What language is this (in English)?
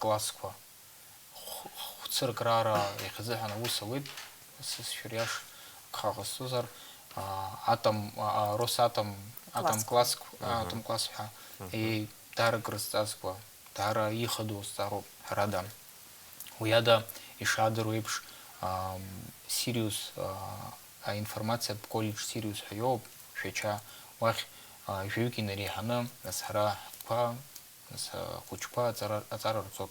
Abkhazian